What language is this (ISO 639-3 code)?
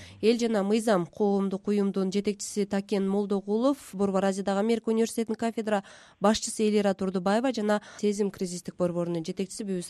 kir